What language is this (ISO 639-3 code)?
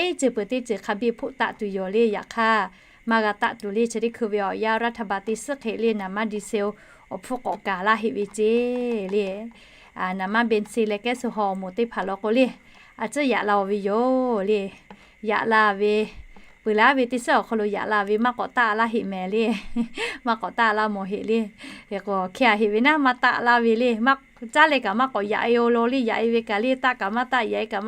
lhu